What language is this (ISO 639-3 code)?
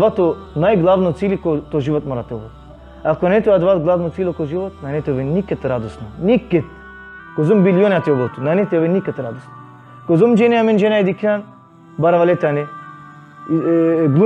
rmn